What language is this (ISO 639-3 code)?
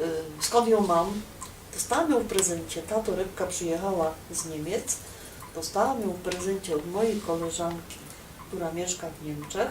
szl